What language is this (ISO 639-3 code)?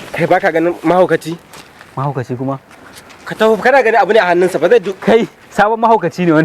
hau